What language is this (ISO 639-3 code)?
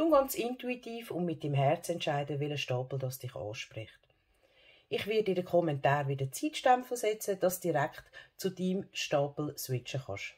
gsw